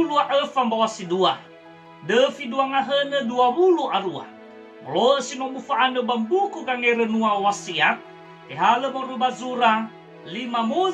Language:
Nias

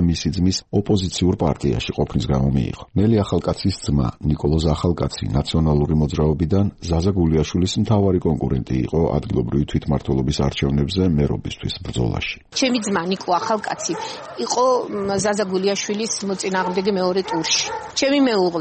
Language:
Georgian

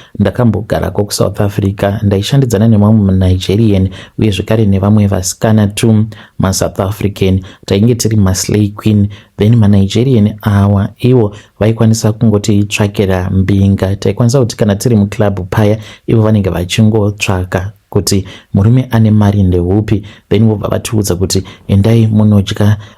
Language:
Shona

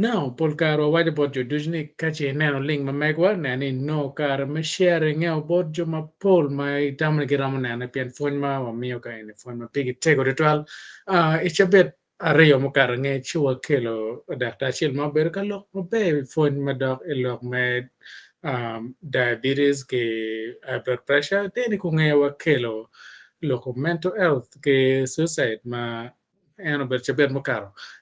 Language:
Acoli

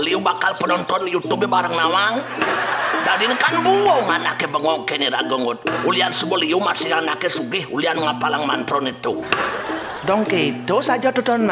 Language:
Balinese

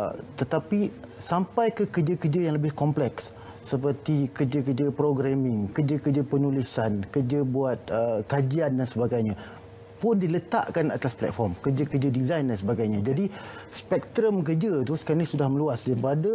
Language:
Malay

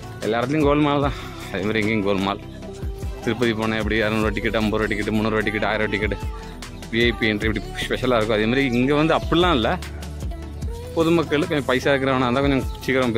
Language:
Tamil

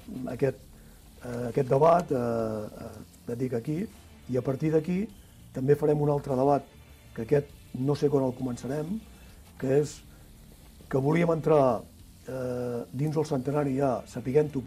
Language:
Catalan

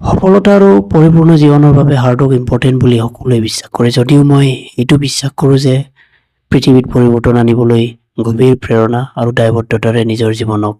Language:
Assamese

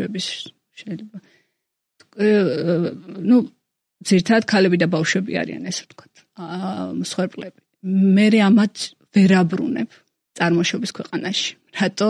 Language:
Georgian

